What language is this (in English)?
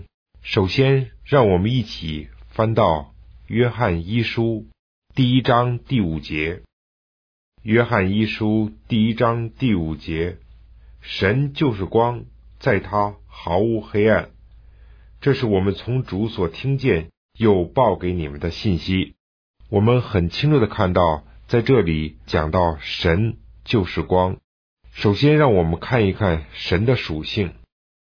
Chinese